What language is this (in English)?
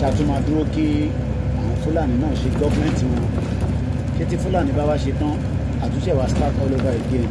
Yoruba